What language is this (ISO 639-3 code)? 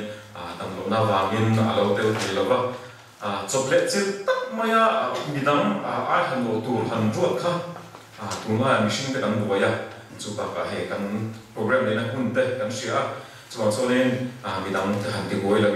lus